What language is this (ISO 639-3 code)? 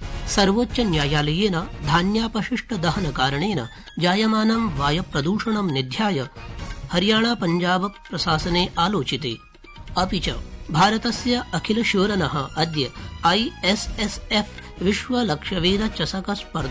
san